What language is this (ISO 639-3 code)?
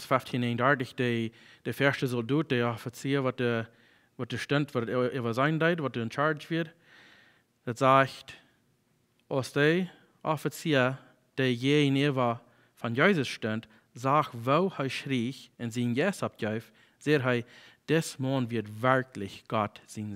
pdt